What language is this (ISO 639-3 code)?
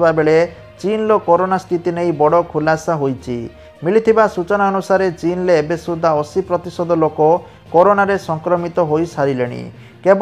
ori